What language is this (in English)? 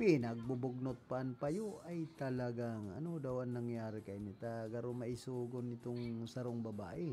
Bikol